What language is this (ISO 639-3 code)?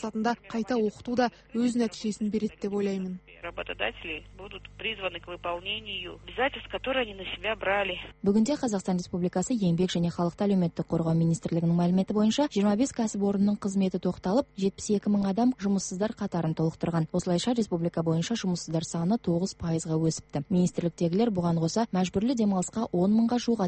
kaz